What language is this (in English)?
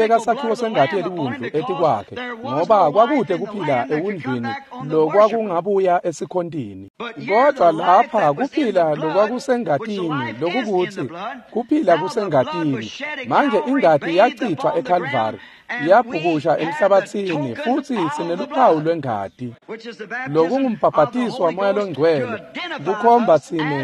Swati